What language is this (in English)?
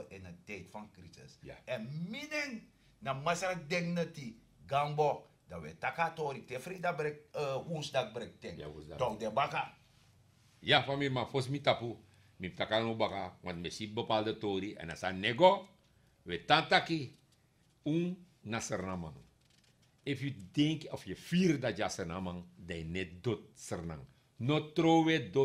Sranan Tongo